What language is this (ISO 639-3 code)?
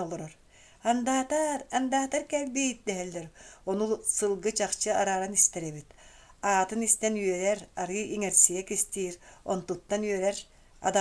sah